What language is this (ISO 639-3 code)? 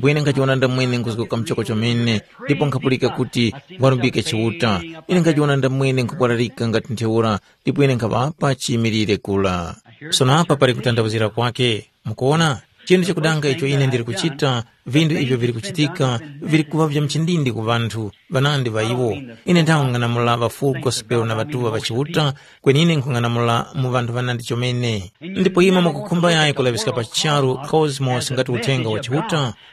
tum